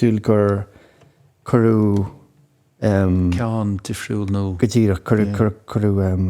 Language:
Irish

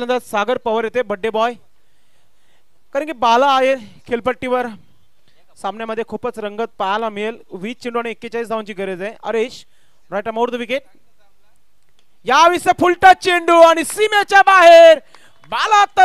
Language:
Marathi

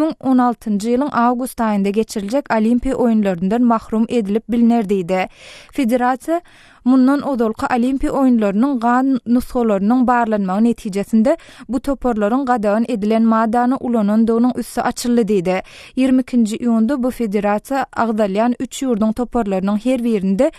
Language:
Turkmen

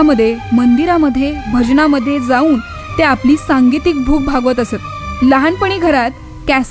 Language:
Marathi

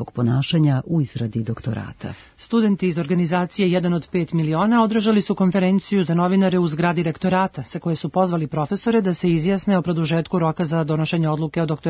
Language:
Serbian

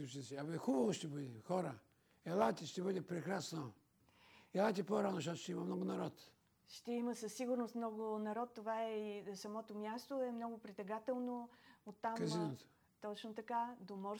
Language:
Bulgarian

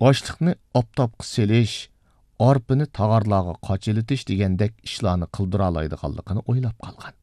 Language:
Uyghur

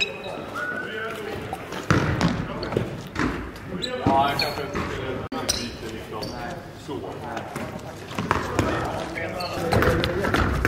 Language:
Swedish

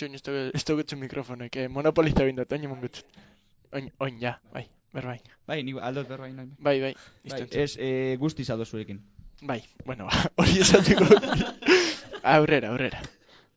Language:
Basque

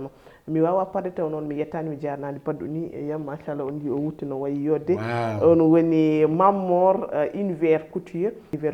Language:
Fula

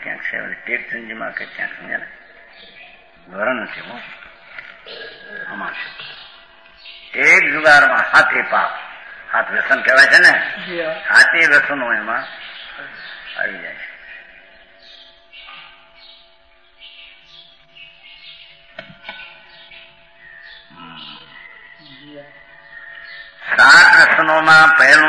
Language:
Gujarati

